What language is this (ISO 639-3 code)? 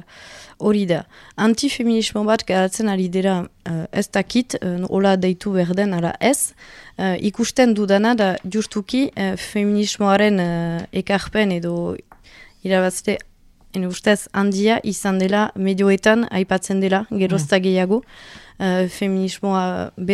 eus